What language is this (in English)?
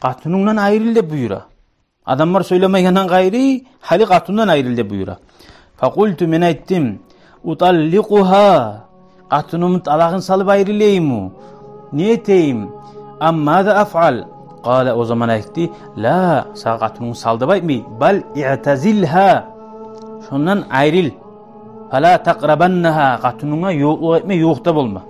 Kumyk